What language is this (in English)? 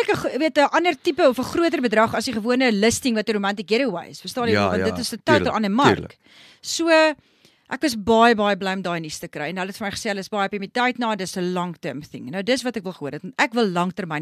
Afrikaans